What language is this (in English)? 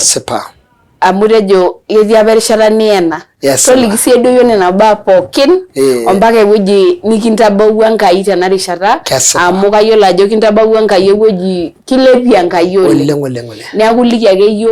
Masai